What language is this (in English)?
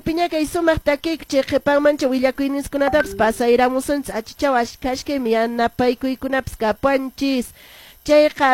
Quechua